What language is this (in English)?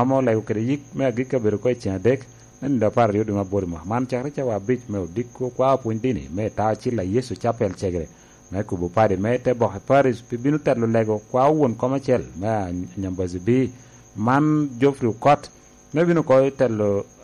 Lango (Uganda)